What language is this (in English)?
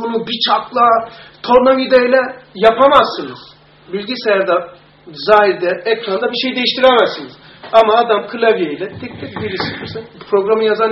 Turkish